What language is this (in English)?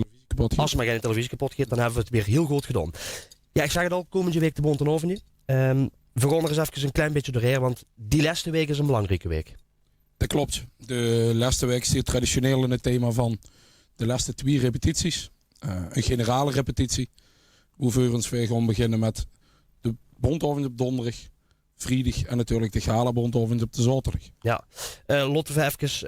Limburgish